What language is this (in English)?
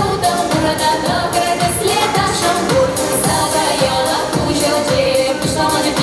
Chuvash